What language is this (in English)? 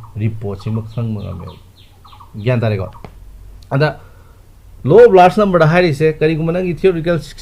Manipuri